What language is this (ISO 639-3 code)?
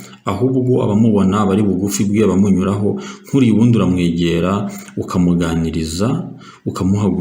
kin